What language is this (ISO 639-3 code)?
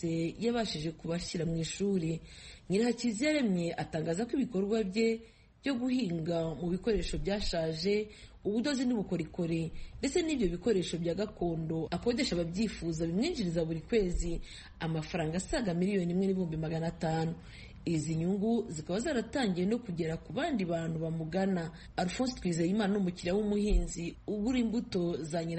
kin